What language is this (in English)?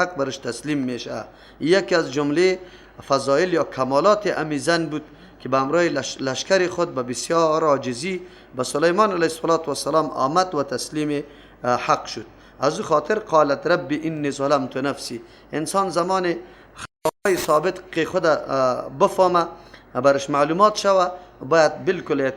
Persian